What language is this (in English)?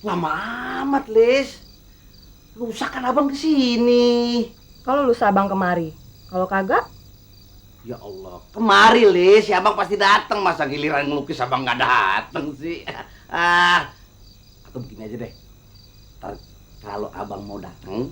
Betawi